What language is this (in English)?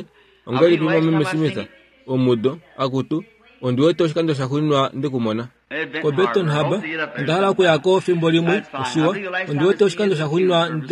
Kuanyama